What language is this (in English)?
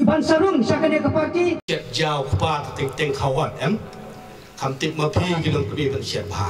Khasi